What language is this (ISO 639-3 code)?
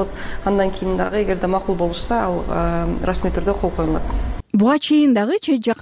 kir